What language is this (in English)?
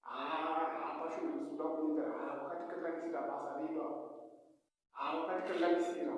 Shona